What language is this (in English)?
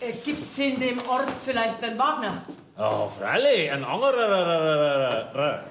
Bavarian